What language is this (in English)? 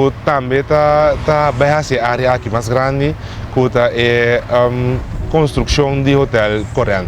Papiamento